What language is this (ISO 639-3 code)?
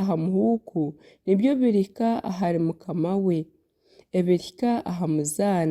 nyn